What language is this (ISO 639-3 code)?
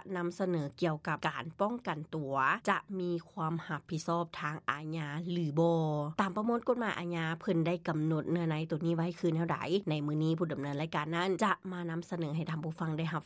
lao